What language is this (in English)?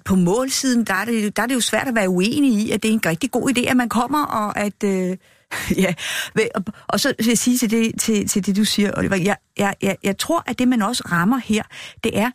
Danish